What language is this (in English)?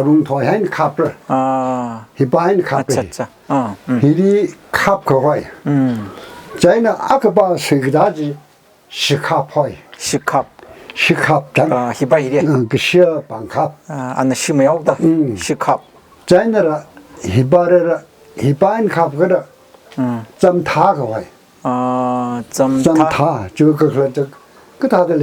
Tangkhul Naga (India)